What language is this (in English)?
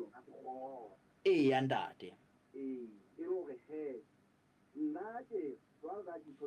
Southern Sotho